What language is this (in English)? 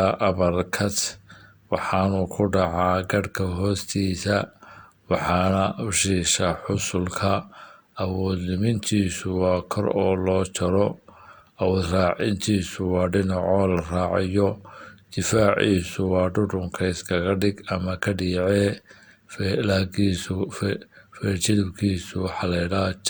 Somali